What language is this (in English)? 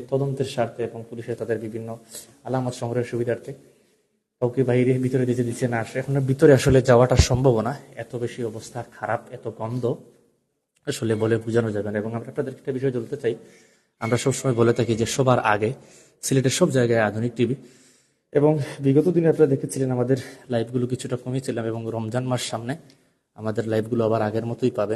Sylheti